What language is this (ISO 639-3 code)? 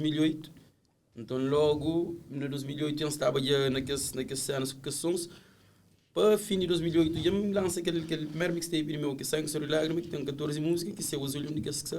kea